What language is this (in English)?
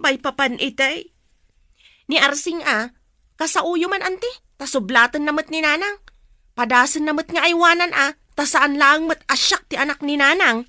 Iloko